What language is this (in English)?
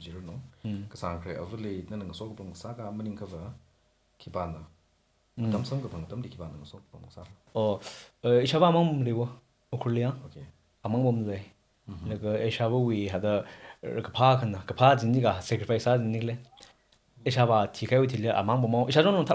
Tangkhul Naga (India)